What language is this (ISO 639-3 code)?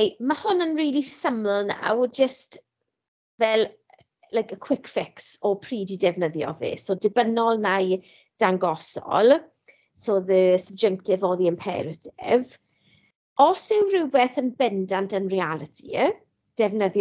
cym